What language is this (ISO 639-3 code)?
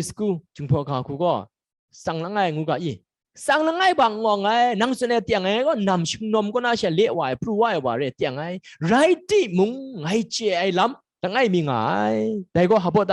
kac